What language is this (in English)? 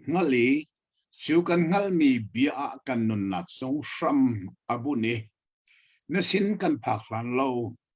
Hakha Chin